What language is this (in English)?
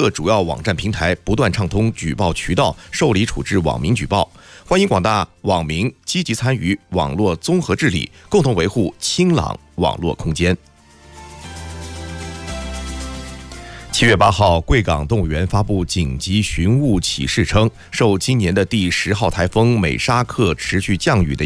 Chinese